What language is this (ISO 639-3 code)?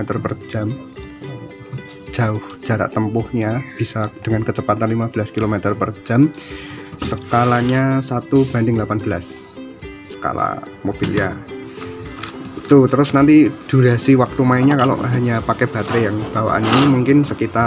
ind